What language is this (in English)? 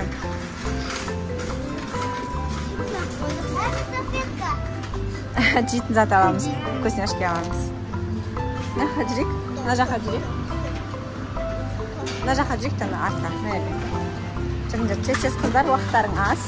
Kazakh